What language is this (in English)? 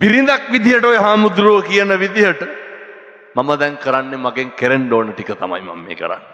Sinhala